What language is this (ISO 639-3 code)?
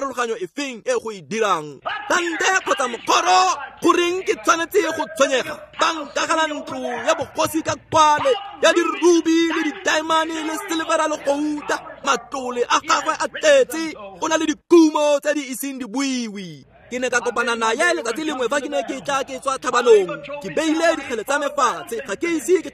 tsn